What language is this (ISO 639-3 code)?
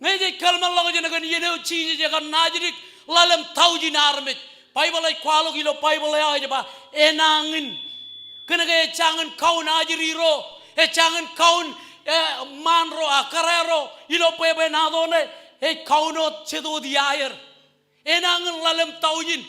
mah